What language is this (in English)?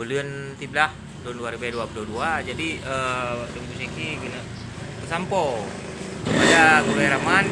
Achinese